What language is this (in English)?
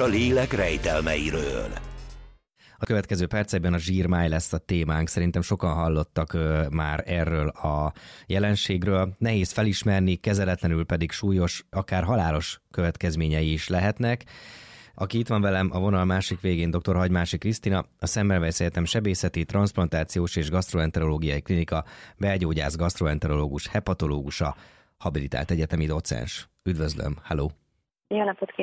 Hungarian